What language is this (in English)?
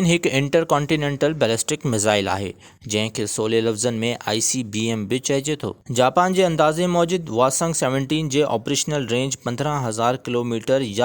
Sindhi